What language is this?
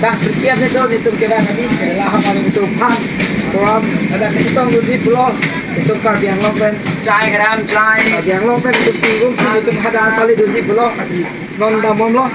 Karbi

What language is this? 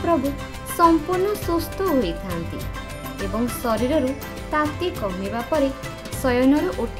Odia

